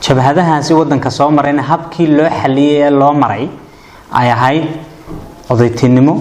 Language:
Somali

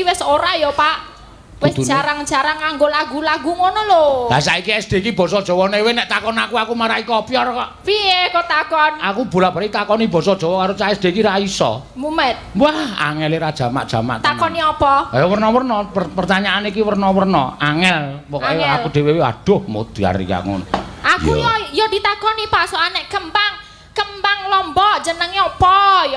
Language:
Javanese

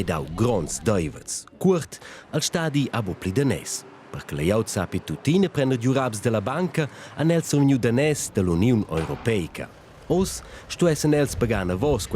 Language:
Romansh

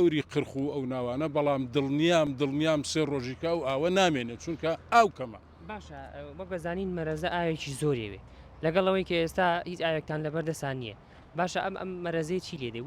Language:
Central Kurdish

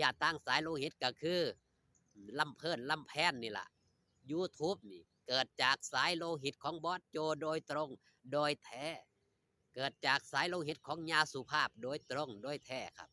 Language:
Northeastern Thai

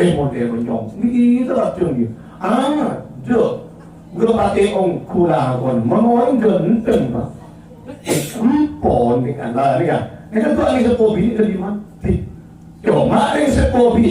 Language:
Madurese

